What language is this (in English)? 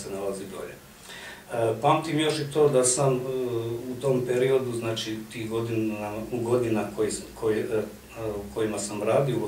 Croatian